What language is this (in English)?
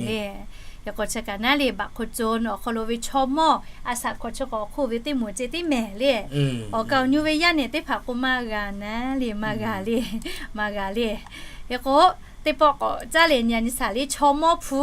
Lahu